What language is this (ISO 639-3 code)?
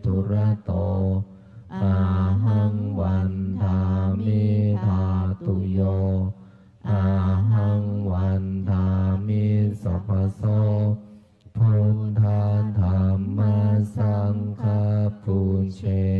pli